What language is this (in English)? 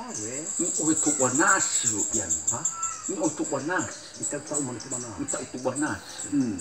Nias